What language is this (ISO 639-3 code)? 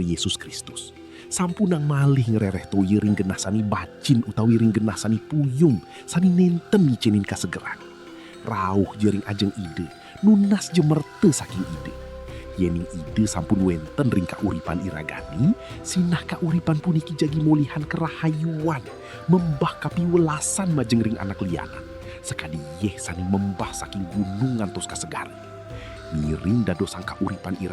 ban